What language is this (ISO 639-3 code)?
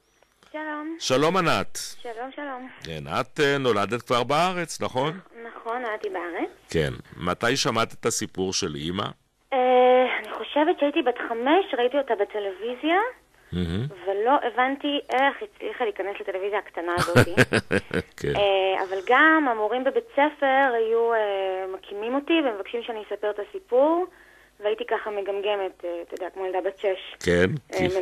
heb